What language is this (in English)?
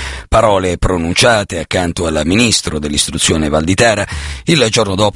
Italian